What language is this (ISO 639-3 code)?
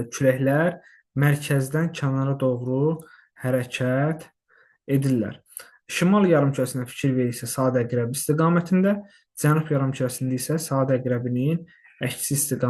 aze